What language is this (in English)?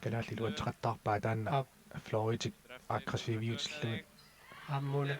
Kalaallisut